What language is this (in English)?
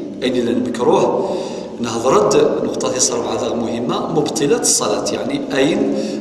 Kabyle